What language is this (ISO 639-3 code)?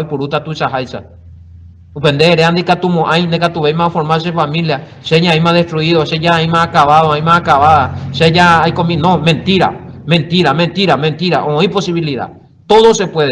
grn